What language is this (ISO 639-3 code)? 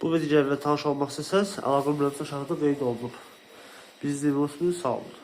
aze